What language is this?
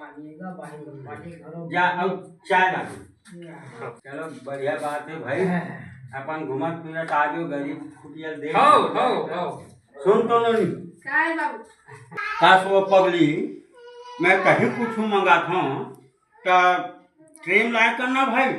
Chhattisgarhi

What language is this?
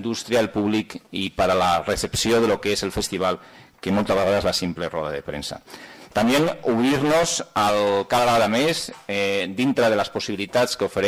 Catalan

